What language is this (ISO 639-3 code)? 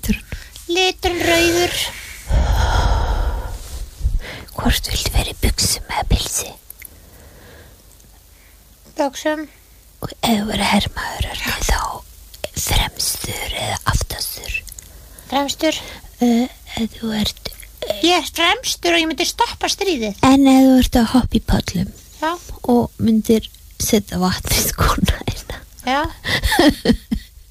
isl